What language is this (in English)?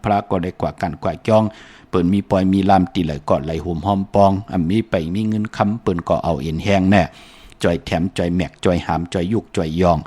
Shan